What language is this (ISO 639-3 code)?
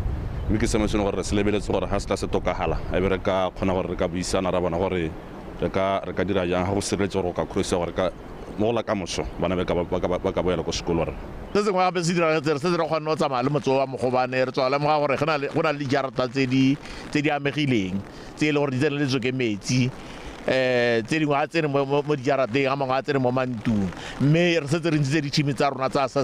tsn